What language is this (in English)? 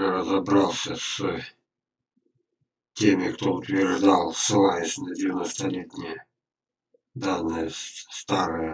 Russian